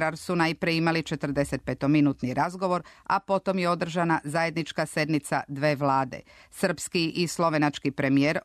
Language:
Serbian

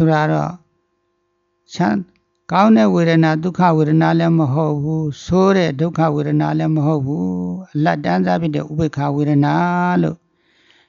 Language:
Burmese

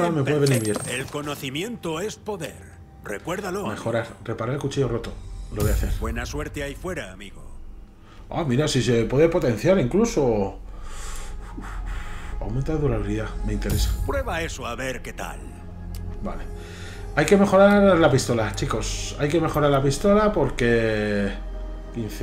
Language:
Spanish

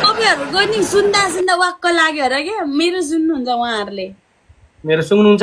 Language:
Nepali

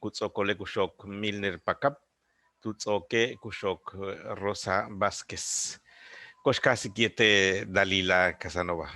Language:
Yucateco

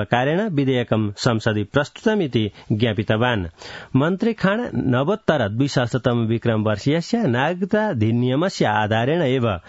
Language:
Sanskrit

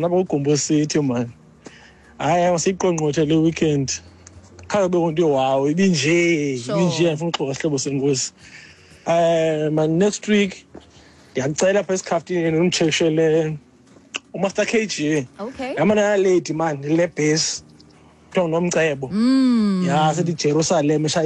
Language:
Xhosa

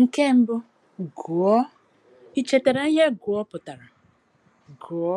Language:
Igbo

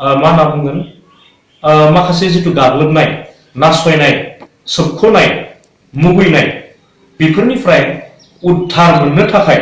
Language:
Bodo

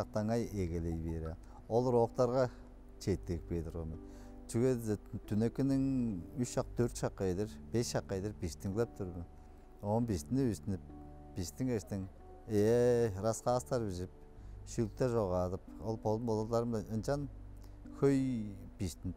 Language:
Tuvinian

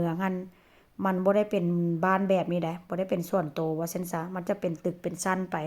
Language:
Northeastern Thai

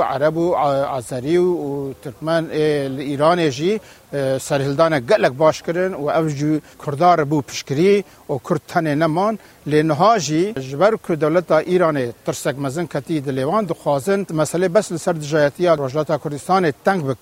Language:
Kurdish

